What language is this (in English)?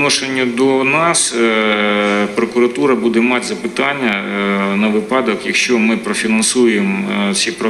Ukrainian